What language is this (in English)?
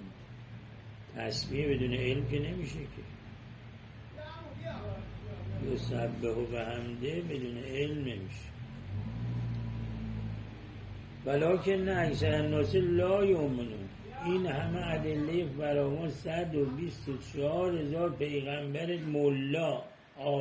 Persian